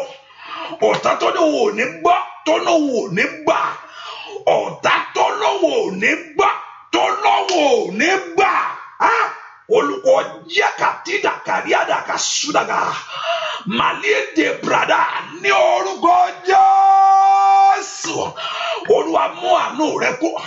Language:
Yoruba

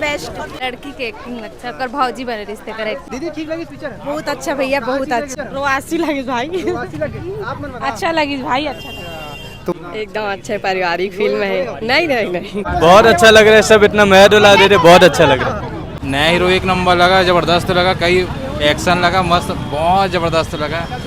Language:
Chhattisgarhi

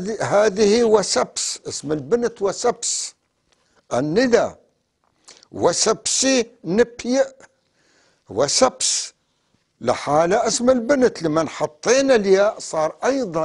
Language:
North Levantine Arabic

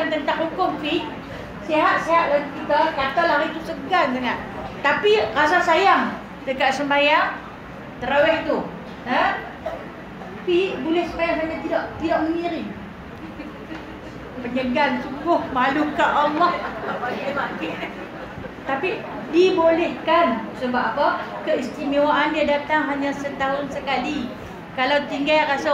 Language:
Malay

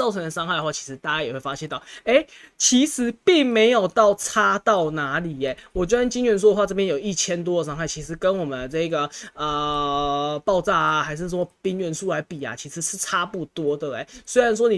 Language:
Chinese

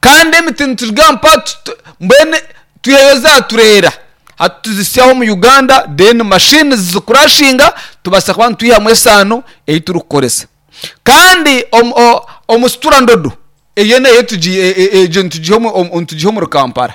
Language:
Nyankole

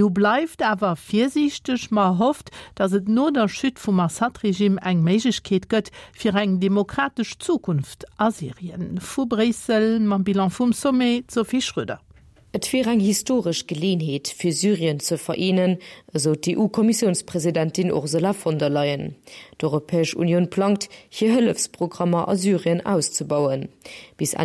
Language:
Luxembourgish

